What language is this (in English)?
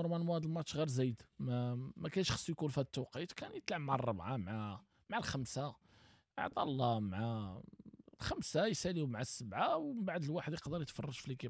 Moroccan Arabic